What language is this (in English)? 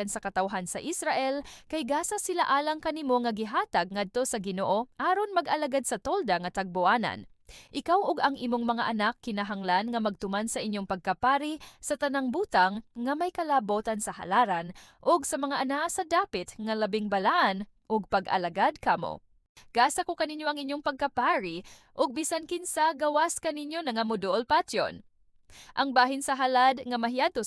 Cebuano